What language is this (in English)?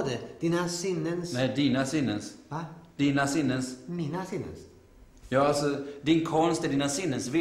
Swedish